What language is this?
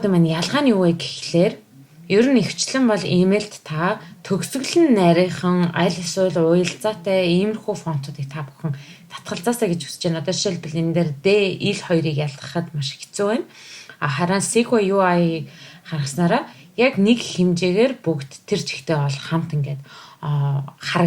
Mongolian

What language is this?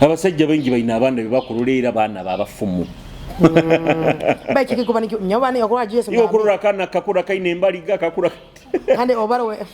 Nyoro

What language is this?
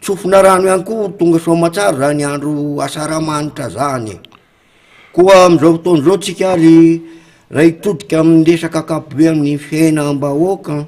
Malagasy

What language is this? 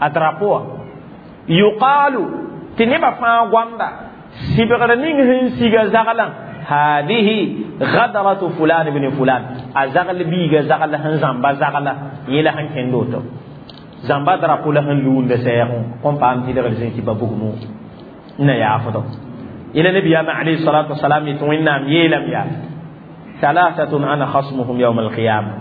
Mossi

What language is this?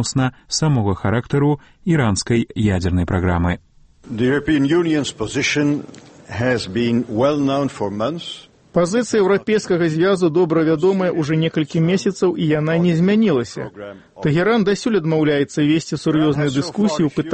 Belarusian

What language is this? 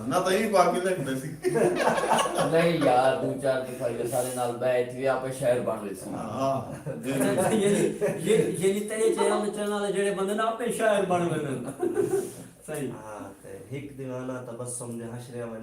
Saraiki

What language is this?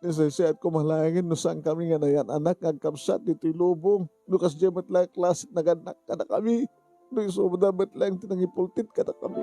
Iloko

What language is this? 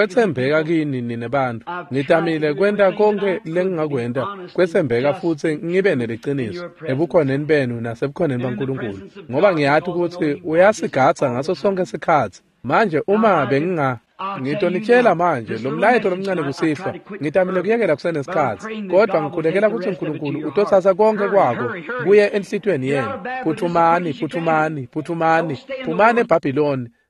Swati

